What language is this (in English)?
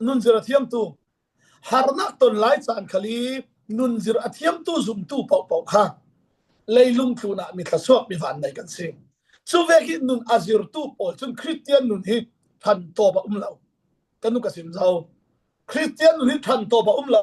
Falam Chin